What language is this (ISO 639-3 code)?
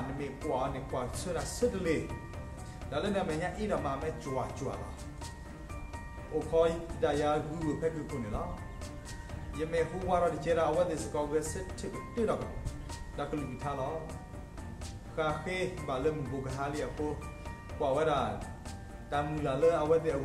ksw